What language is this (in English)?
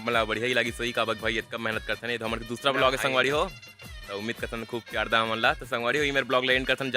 Chhattisgarhi